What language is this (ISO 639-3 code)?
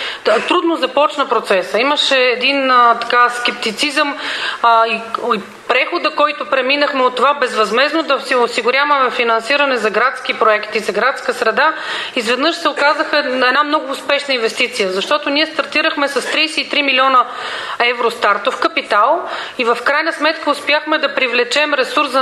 bul